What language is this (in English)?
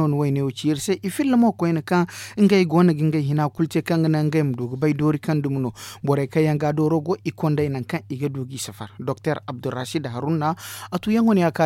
Zarma